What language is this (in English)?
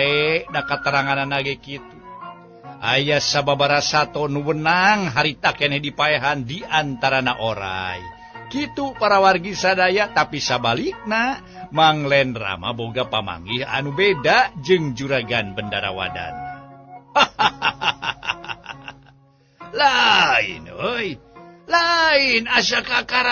Sundanese